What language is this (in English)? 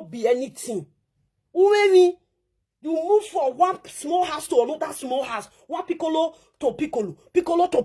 Nigerian Pidgin